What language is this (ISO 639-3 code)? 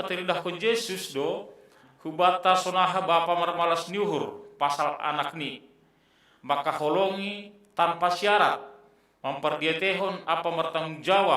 bts